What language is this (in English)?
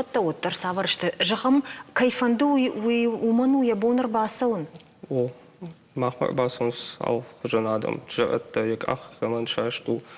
Ossetic